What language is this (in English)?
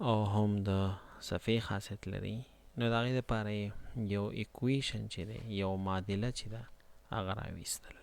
Pashto